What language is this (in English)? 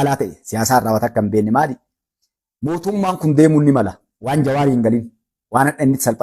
Oromo